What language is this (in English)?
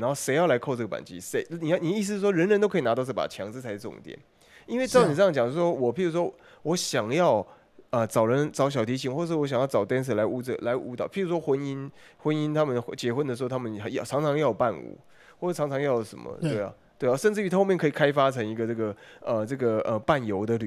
Chinese